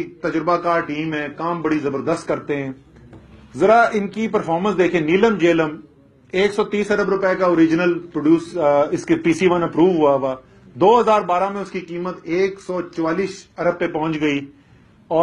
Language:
Urdu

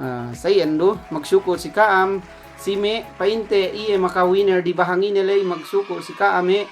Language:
Yakan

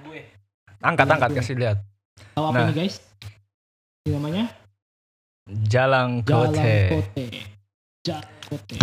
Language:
Indonesian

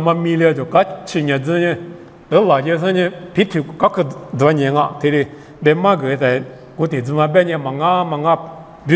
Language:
Lisu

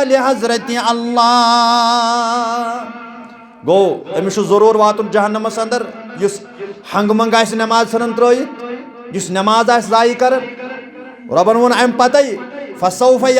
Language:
Kashmiri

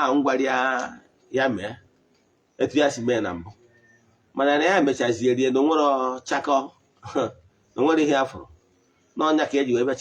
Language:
Igbo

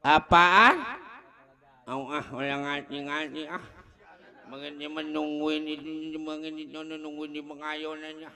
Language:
Betawi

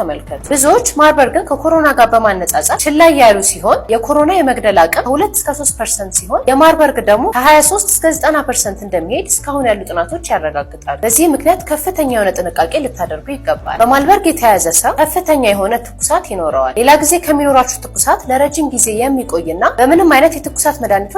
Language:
Amharic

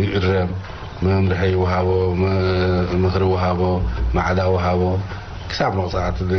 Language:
Tigrinya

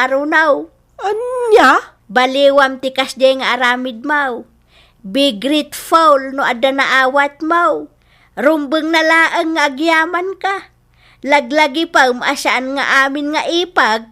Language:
Iloko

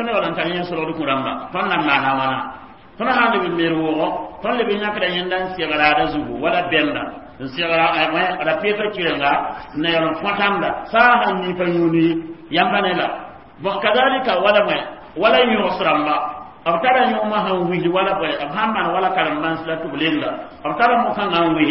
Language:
Mossi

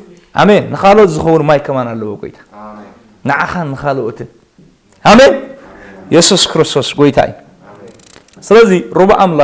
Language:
Tigrinya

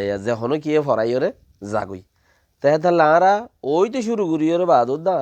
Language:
Rohingya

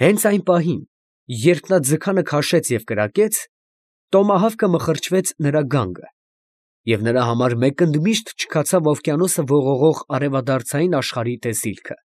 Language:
Armenian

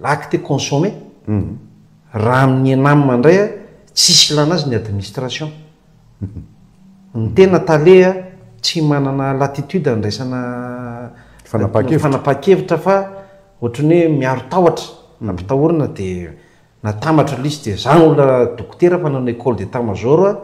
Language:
Malagasy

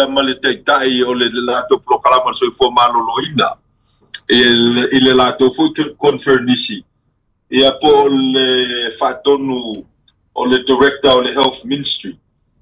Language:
Samoan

